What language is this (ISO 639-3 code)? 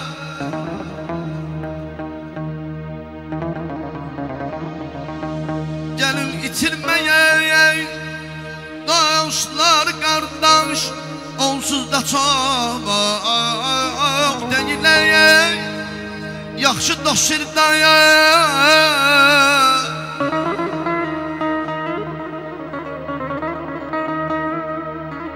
aze